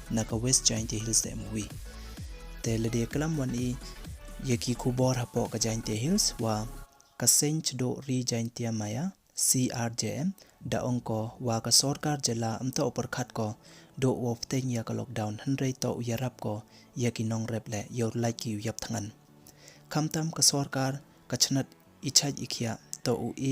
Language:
Pnar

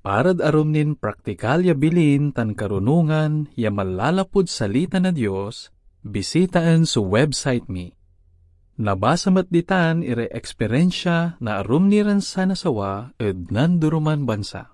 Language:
Pangasinan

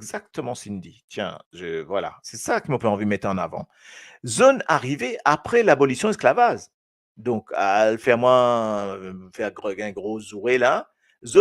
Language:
Morisyen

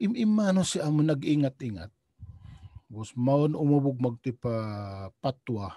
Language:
Tausug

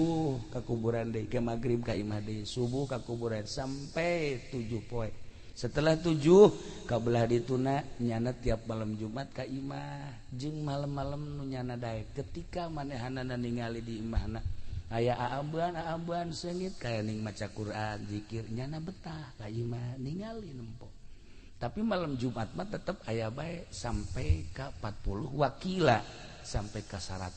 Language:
Sundanese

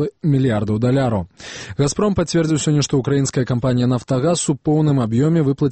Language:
Belarusian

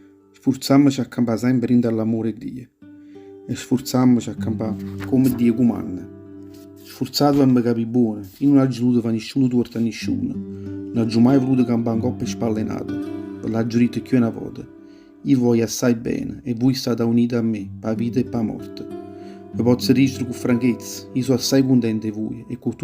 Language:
Neapolitan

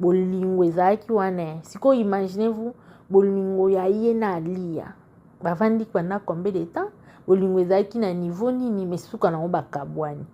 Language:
Lingala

